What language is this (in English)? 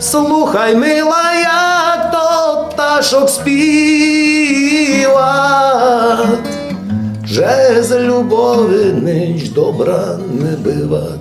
Rusyn